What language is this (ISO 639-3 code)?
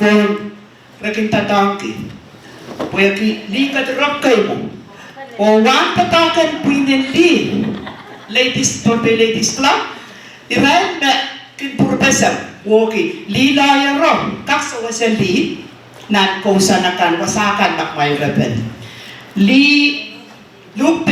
pon